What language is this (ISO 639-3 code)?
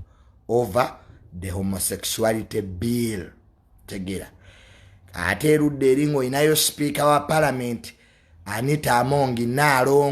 lug